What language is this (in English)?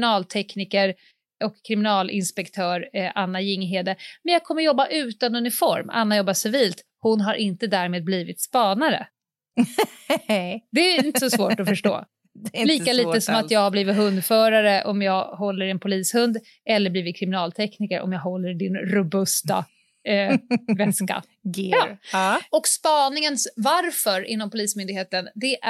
Swedish